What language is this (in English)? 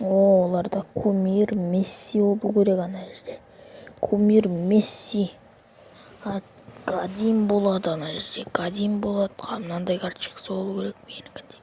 Kazakh